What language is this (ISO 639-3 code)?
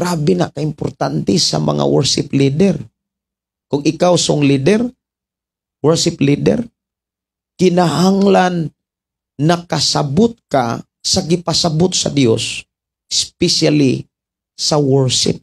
ceb